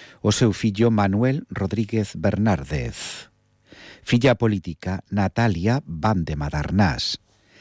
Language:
Galician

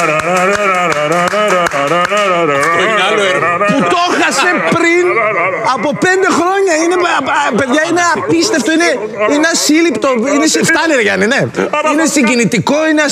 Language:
Greek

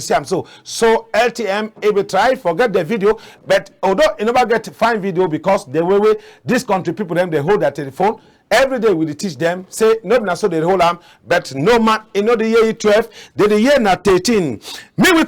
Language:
Cameroon Pidgin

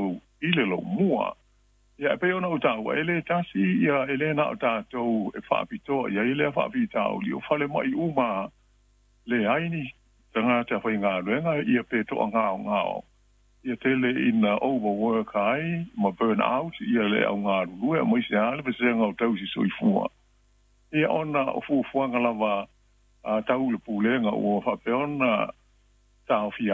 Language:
Samoan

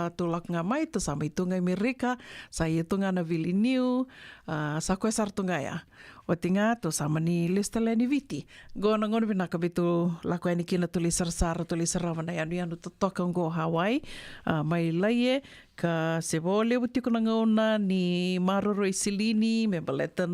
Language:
Fijian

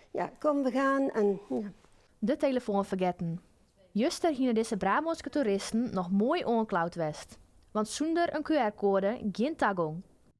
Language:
Western Frisian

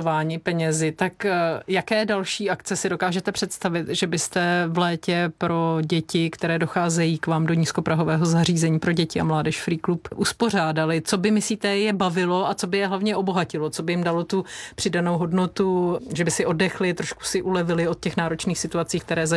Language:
Czech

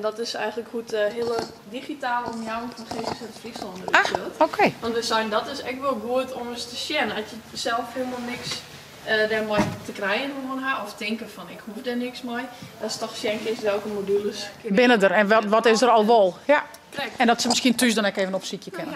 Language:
Western Frisian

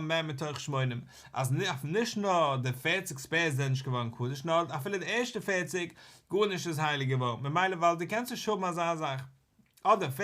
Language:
Yiddish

